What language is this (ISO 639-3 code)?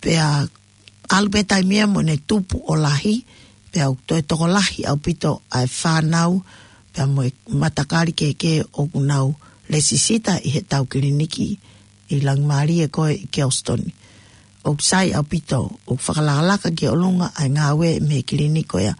ton